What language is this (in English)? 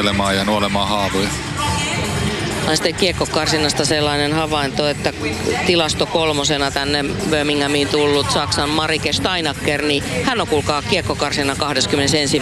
Finnish